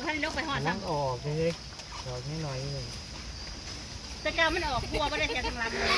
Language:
Northeastern Thai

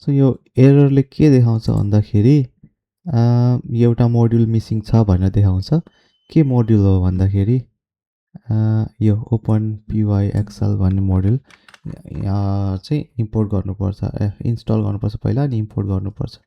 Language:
Nepali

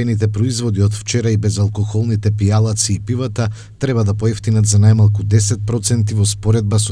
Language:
Macedonian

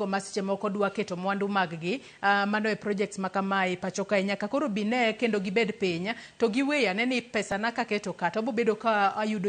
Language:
Luo (Kenya and Tanzania)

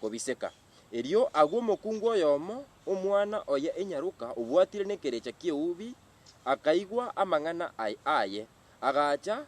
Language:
Gusii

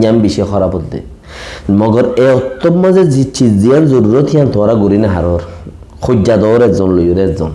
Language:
Rohingya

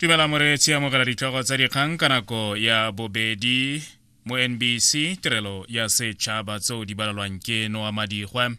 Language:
Tswana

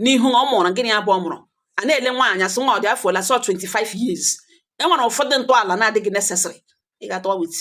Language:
Igbo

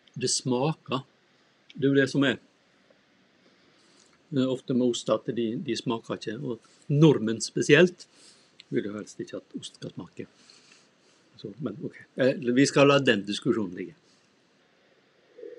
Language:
Norwegian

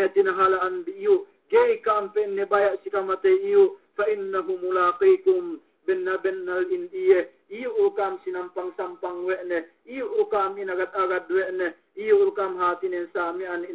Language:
Yakan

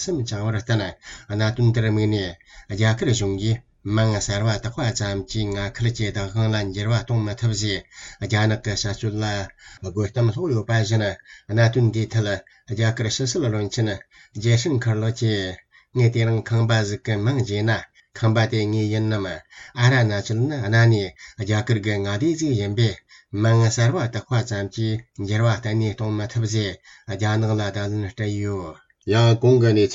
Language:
Tibetan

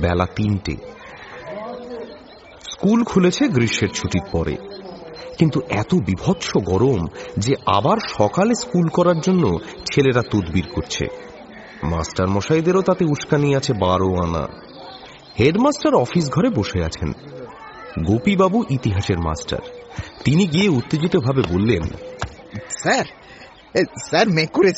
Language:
Bangla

